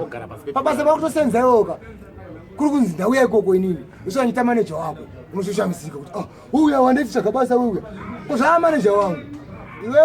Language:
Shona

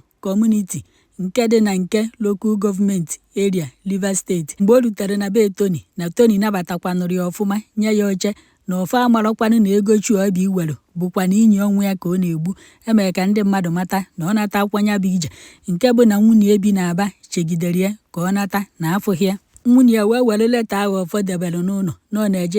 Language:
Igbo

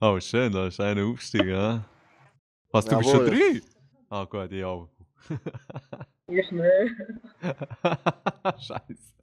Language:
Swiss German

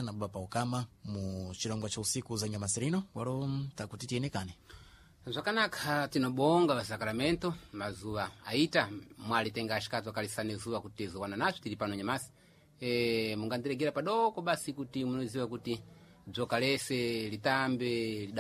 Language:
Sena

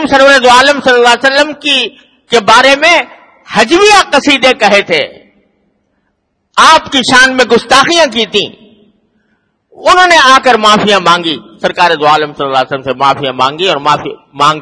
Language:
Urdu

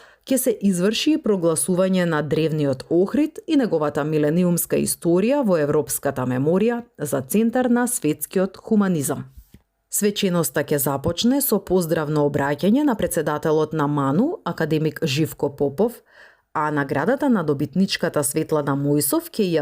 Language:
Macedonian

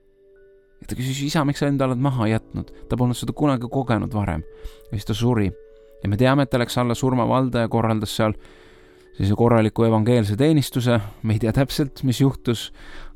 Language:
Estonian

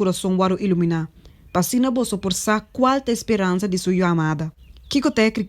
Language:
Papiamento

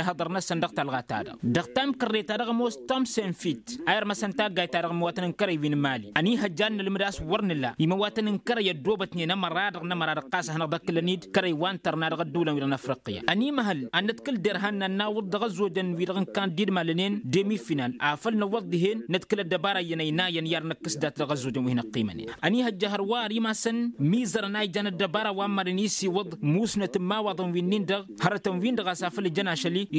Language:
Tamasheq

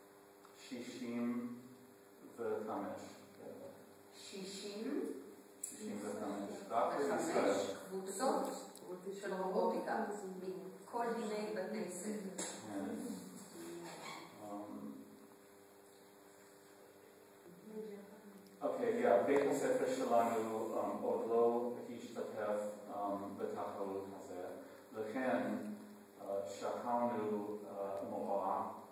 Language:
Hebrew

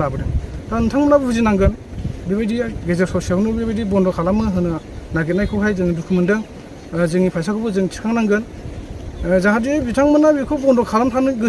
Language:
Bodo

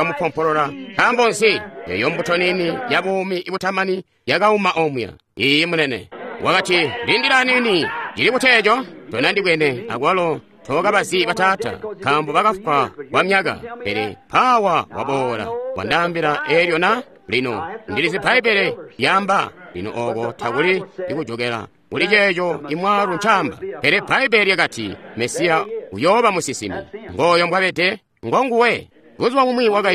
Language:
Tonga (Zambia)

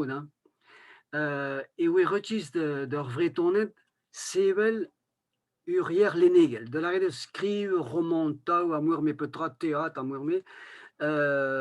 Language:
Breton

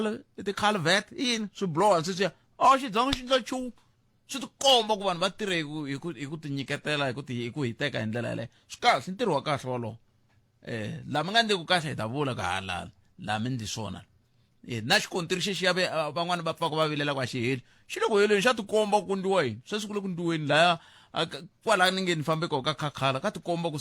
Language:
Tsonga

